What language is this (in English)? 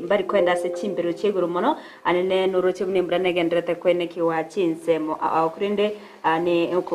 Gusii